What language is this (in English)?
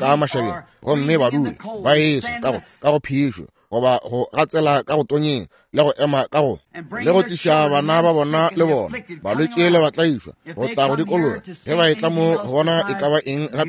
Northern Sotho